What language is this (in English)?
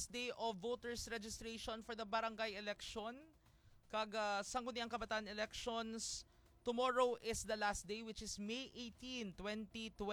Hiligaynon